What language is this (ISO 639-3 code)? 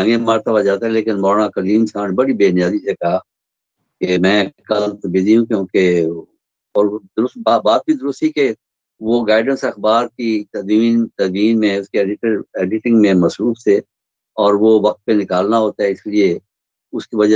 urd